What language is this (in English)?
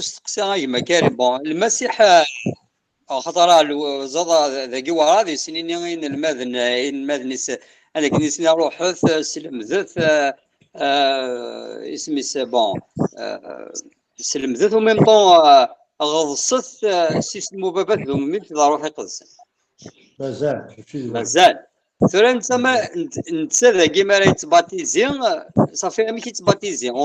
Kabyle